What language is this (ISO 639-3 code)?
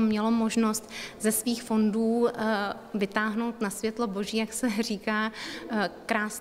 ces